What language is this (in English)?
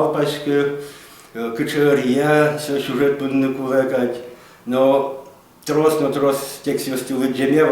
Udmurt